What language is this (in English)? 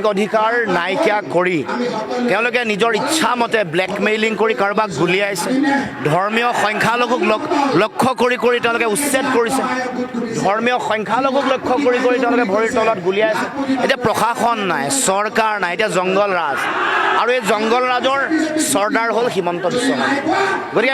Assamese